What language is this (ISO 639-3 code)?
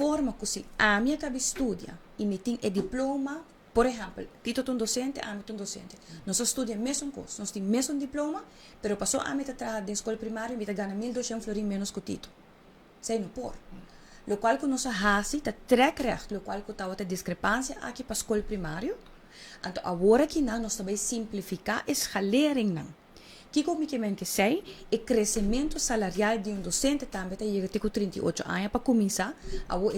pap